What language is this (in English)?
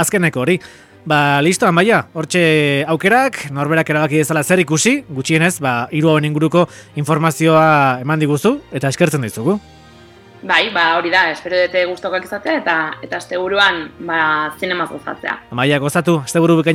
Basque